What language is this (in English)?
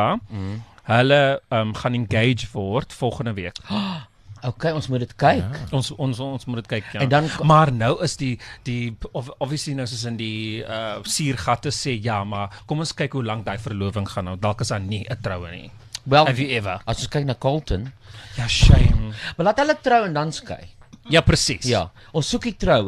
Afrikaans